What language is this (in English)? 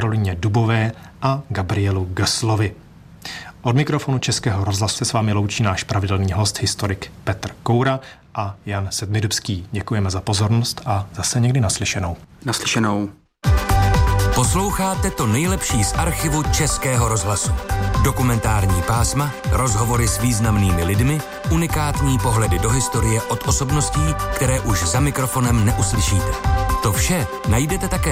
Czech